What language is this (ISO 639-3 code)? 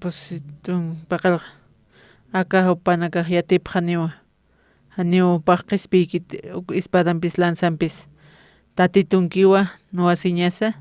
aym